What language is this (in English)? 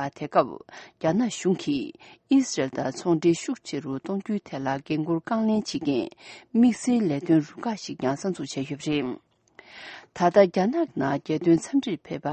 Tibetan